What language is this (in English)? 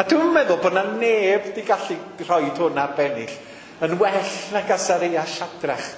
Welsh